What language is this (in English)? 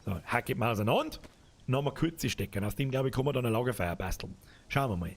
Bavarian